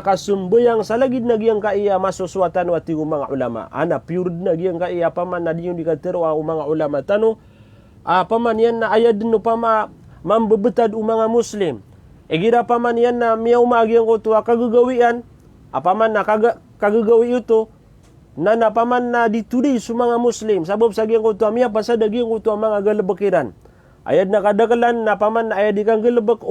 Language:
Maranao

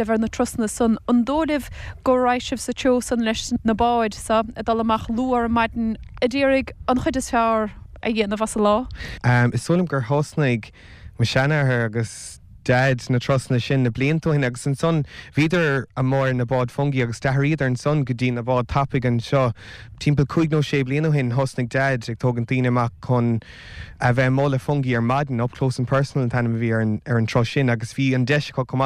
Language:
Irish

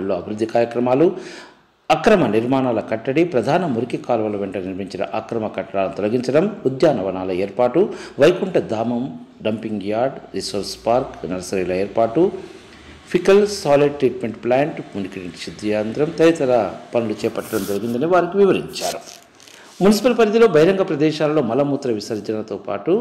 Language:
Telugu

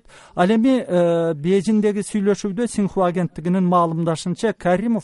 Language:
Kyrgyz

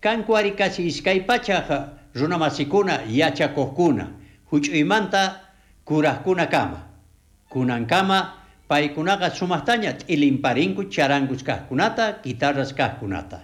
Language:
South Bolivian Quechua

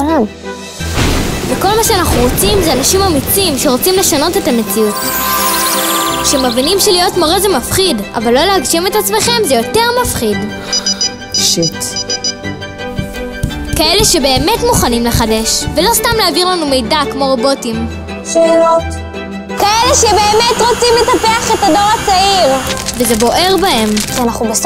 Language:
Hebrew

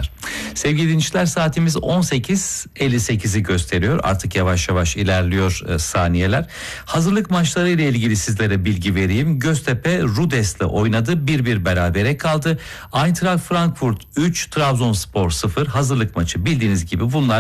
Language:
Turkish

